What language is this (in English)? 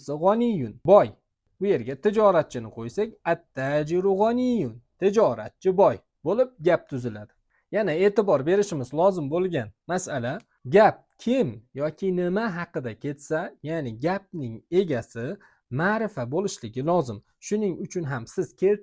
Uzbek